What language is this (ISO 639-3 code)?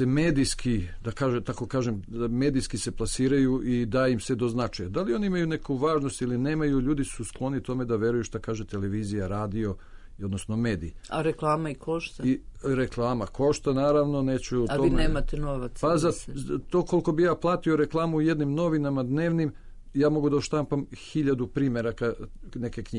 srp